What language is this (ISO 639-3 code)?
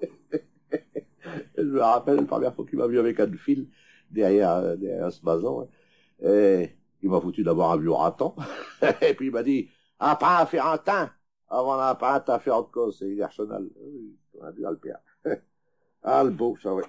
pcd